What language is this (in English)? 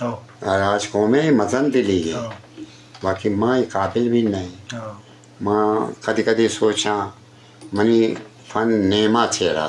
Eastern Balochi